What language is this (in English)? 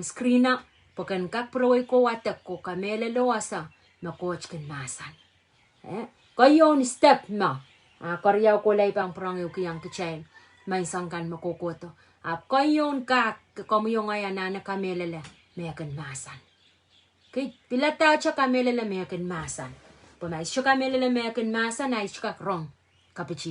Pohnpeian